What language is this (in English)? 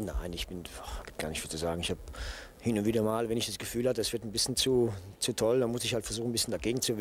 German